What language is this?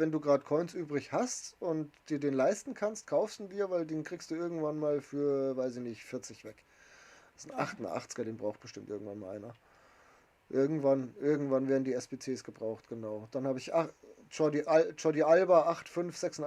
Bavarian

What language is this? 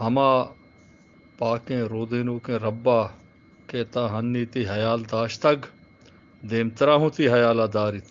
Eastern Balochi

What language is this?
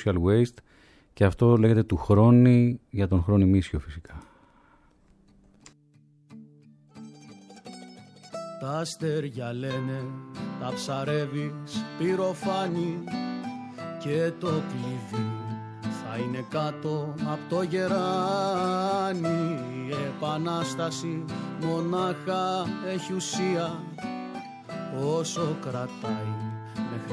Greek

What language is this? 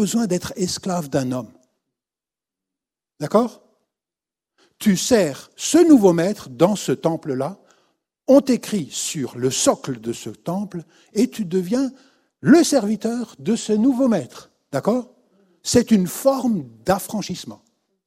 French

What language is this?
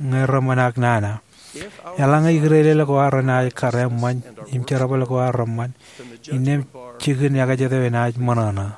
Marshallese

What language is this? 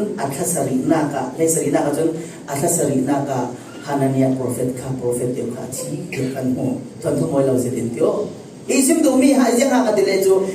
Falam Chin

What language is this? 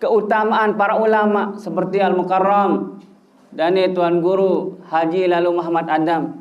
Sasak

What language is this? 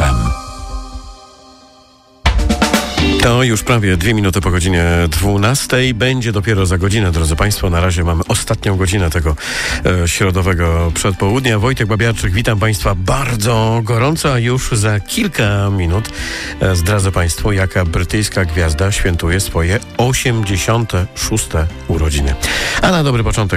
Polish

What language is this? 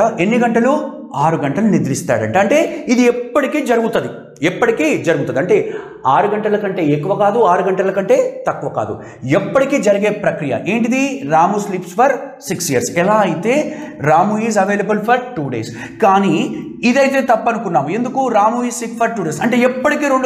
Telugu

